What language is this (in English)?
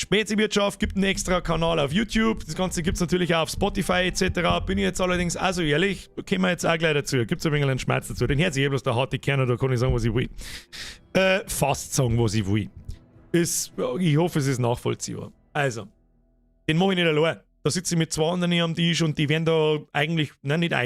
Bavarian